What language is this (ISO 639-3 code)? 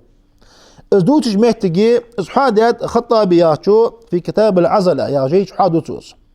inh